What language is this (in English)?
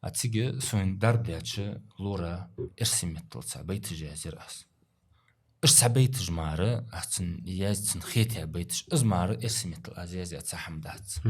Ingush